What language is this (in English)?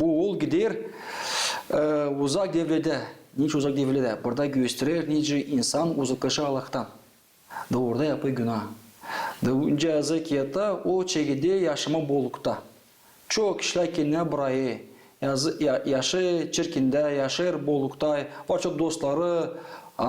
Gagauz